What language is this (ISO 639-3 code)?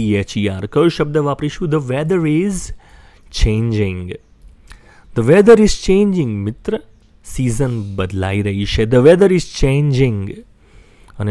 guj